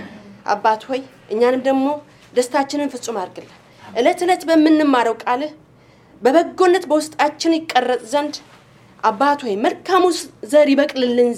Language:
Amharic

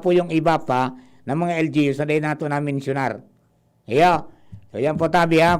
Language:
Bikol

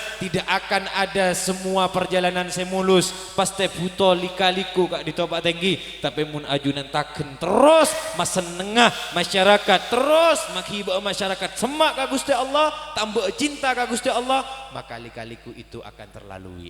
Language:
Madurese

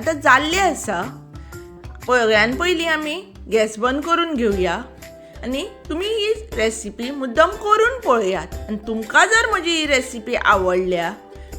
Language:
Konkani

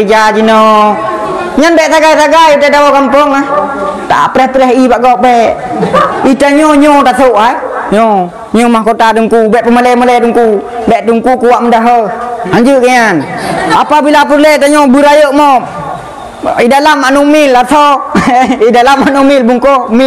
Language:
Achinese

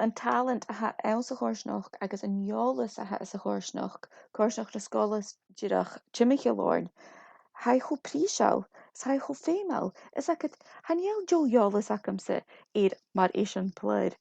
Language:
Scottish Gaelic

